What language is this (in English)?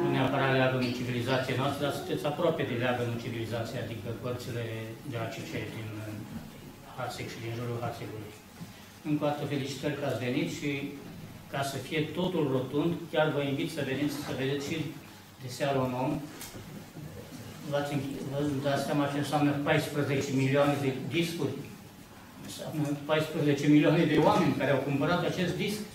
Romanian